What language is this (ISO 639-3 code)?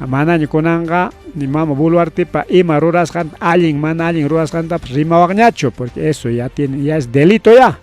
quy